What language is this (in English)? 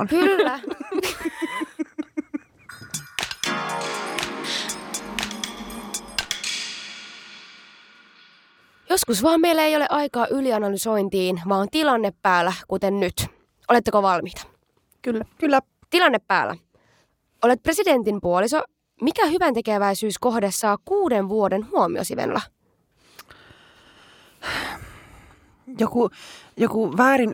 Finnish